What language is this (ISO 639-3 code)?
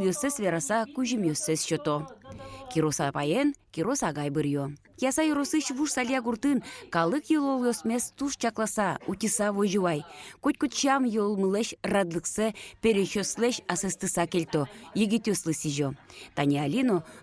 udm